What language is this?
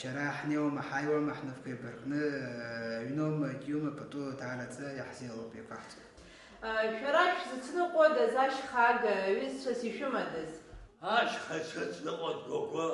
Abkhazian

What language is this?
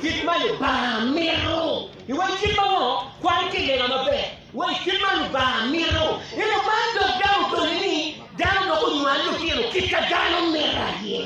Acoli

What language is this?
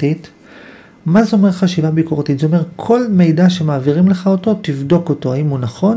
Hebrew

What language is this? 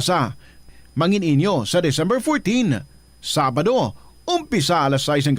Hiligaynon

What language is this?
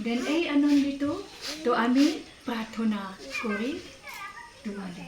Khasi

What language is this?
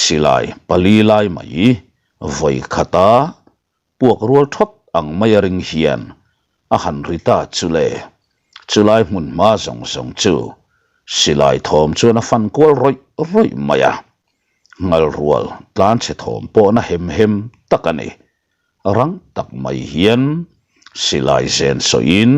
Mizo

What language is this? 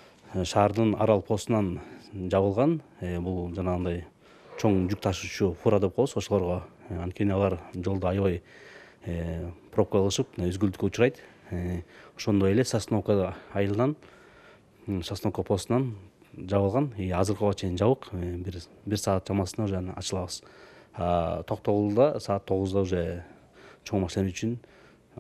Kyrgyz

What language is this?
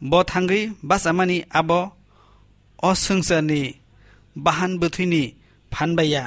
Kok Borok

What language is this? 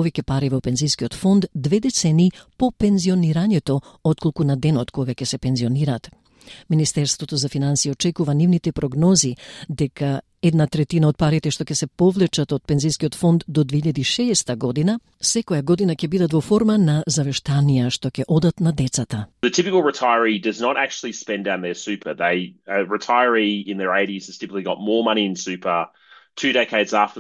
Macedonian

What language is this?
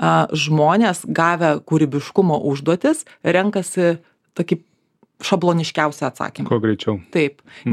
Lithuanian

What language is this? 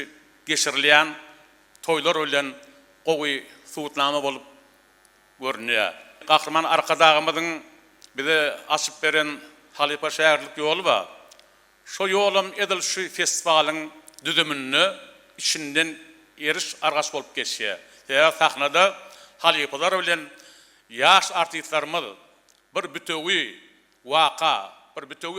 Turkmen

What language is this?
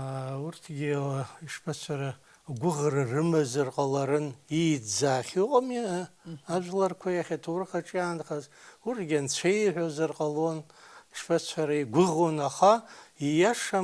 Abkhazian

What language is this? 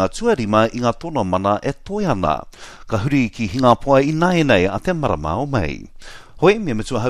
Māori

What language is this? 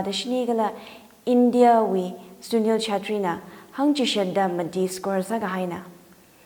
Tangkhul Naga (India)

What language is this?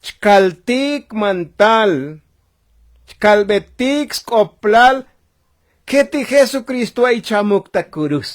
Tzotzil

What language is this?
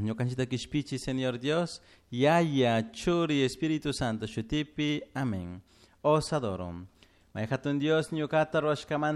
Chimborazo Highland Quichua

